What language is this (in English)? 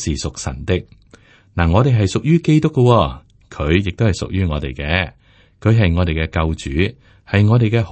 Cantonese